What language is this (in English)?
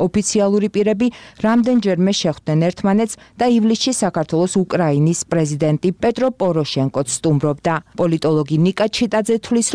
Georgian